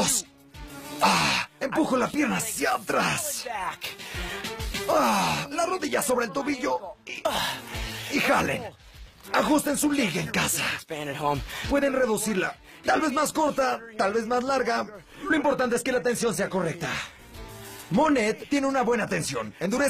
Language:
Spanish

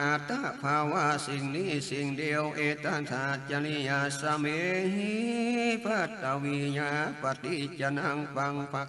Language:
Northern Thai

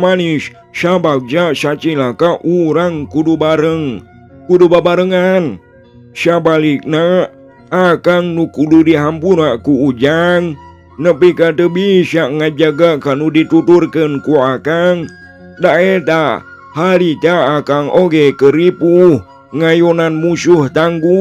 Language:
Sundanese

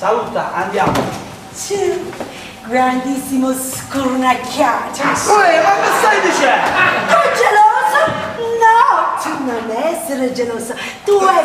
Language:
Neapolitan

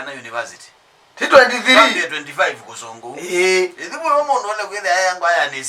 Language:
Kamba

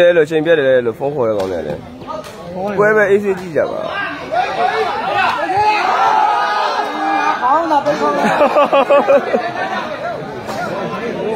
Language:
Burmese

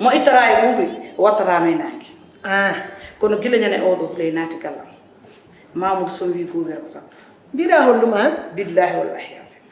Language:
Fula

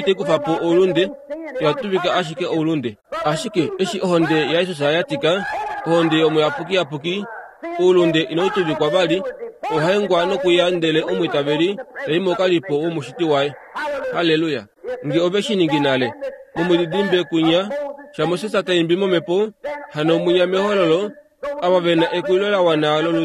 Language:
Kuanyama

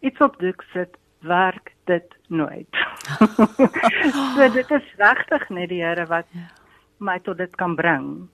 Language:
Afrikaans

